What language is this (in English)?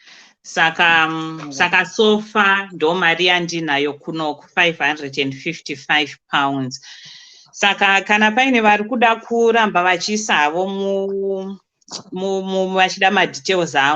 Shona